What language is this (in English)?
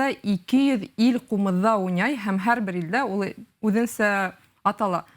Bashkir